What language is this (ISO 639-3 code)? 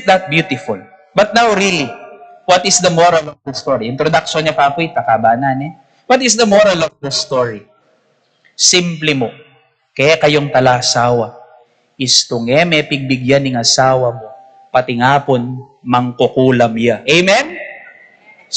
pam